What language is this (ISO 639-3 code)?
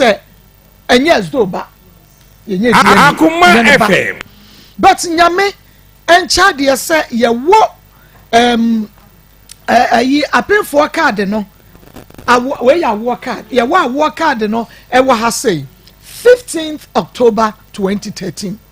aka